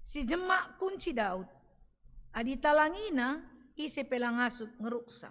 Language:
Batak Karo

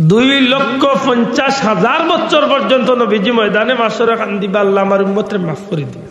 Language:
Sylheti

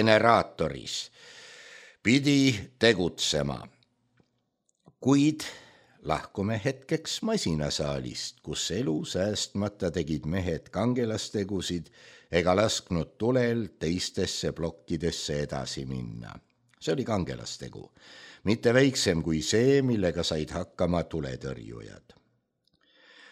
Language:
Estonian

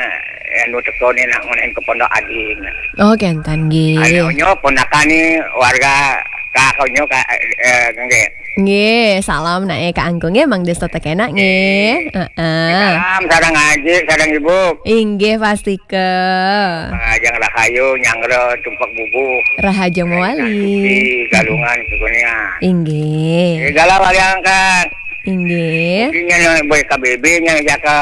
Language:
Balinese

